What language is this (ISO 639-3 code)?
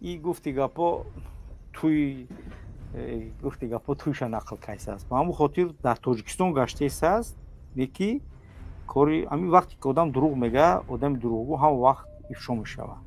tgk